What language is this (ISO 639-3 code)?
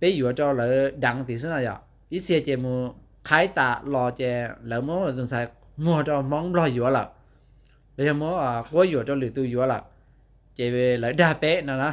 hmn